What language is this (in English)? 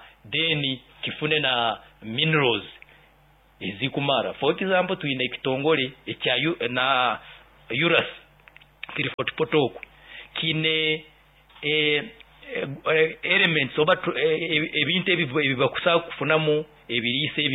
Nyoro